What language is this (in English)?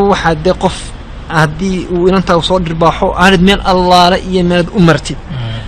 Somali